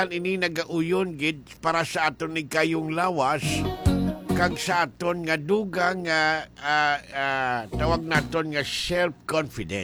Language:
Hiligaynon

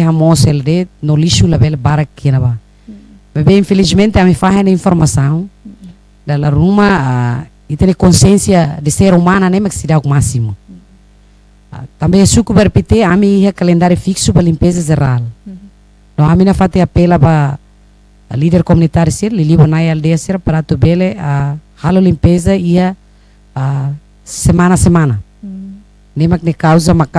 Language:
Tetum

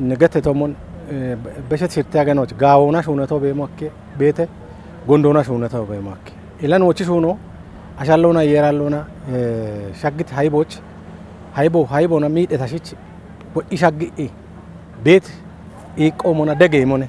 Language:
Kafa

